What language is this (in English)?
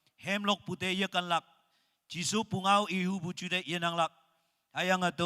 Naga Pidgin